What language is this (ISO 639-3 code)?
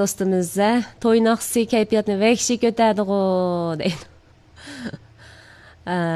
uig